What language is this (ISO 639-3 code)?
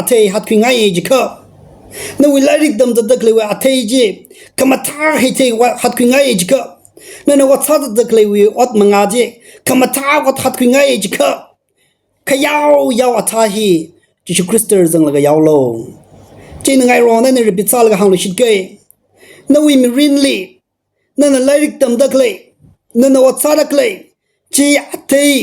nmf